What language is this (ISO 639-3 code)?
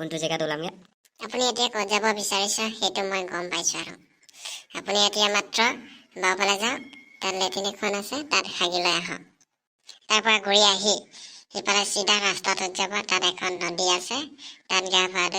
asm